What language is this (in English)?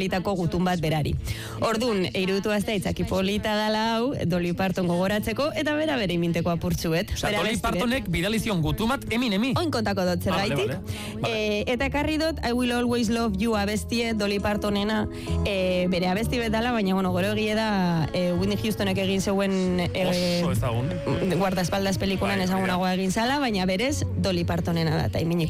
Basque